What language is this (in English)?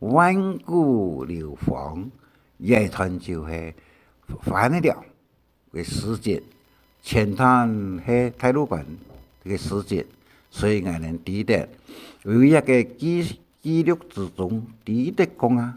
Hakka Chinese